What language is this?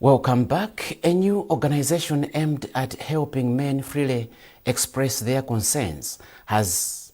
English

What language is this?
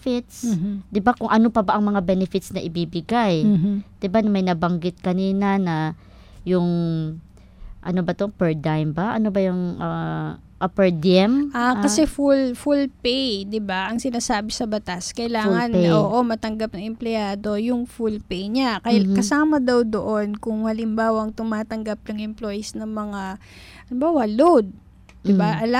Filipino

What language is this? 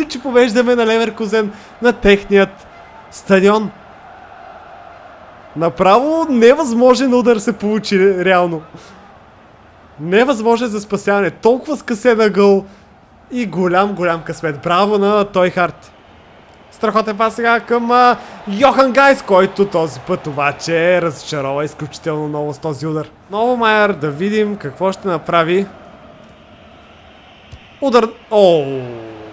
Bulgarian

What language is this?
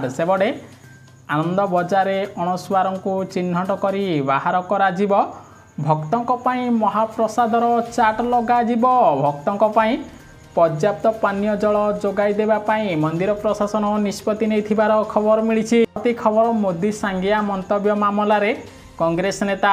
Odia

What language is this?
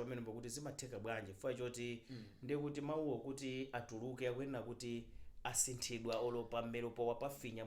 Nyanja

